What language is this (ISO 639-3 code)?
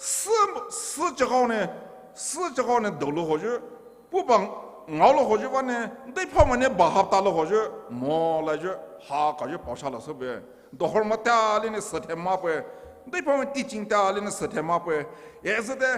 pmx